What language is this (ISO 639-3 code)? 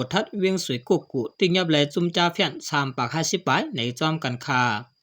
shn